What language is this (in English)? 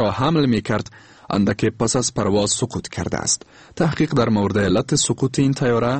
Persian